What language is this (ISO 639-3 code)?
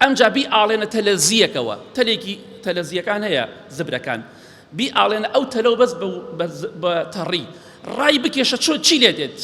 ckb